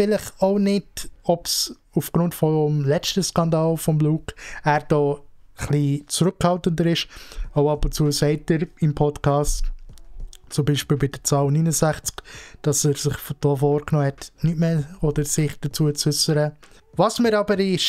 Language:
Swiss German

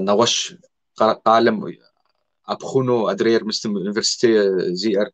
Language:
Kabardian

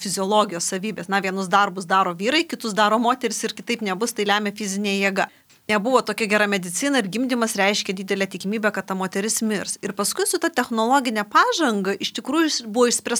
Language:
Lithuanian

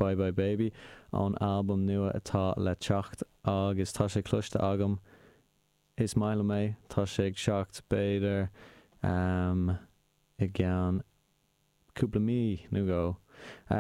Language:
Irish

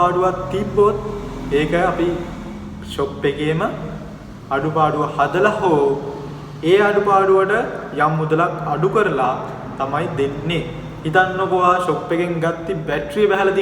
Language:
Sinhala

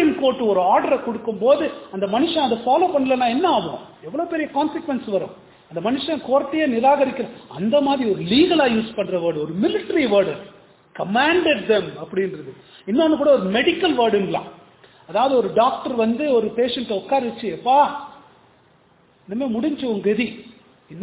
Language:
Tamil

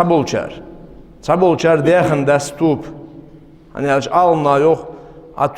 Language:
Ingush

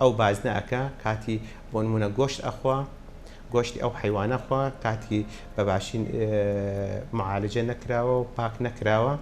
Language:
Central Kurdish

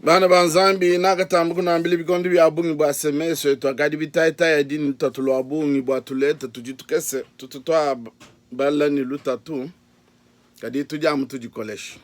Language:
Luba-Lulua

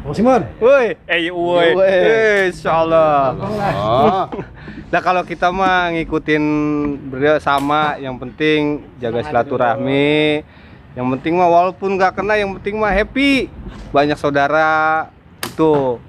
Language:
Betawi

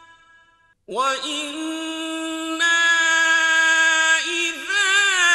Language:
Arabic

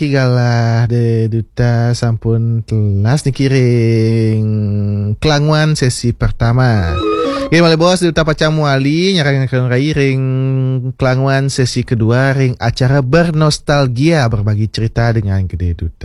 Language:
Balinese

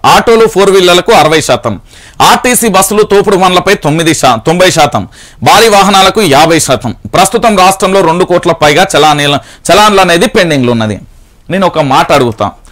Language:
Telugu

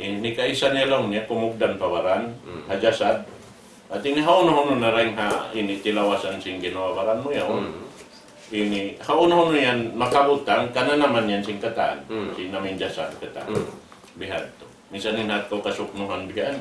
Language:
Tausug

